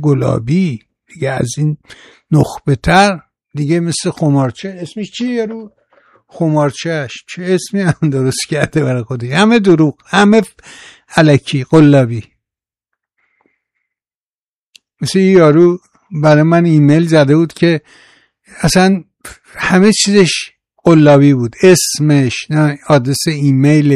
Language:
Persian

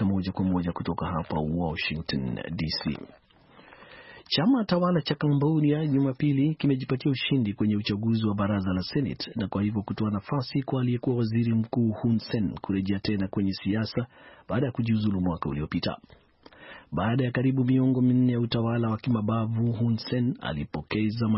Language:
Swahili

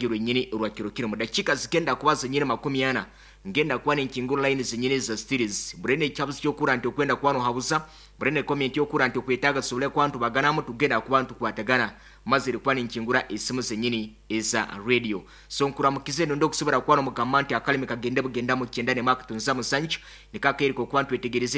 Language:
Nyoro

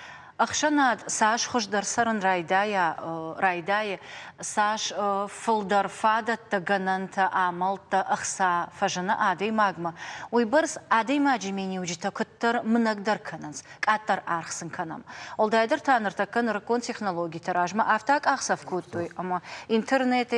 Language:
Ossetic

